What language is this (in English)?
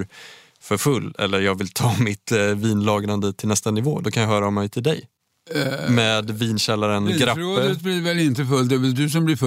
Swedish